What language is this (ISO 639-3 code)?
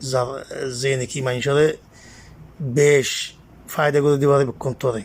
rhg